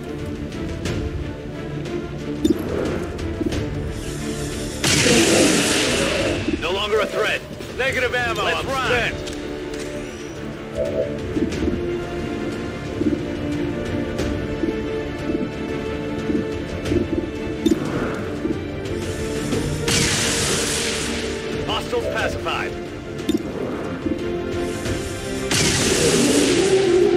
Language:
English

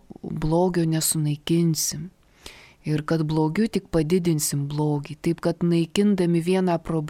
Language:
Lithuanian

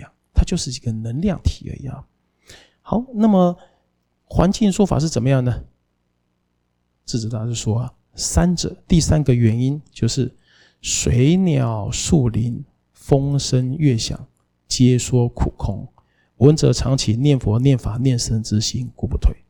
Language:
Chinese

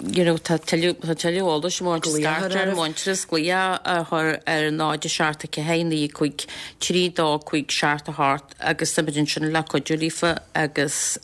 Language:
Irish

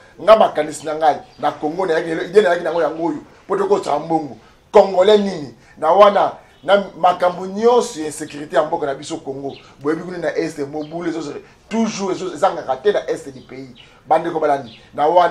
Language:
Lingala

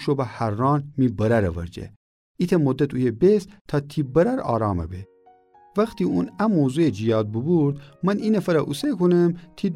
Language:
Gilaki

